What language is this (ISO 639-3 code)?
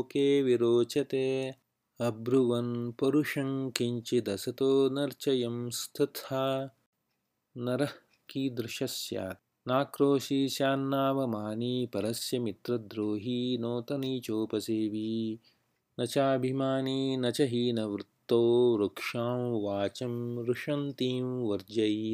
san